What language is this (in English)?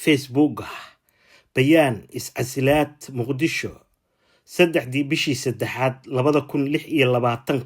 Somali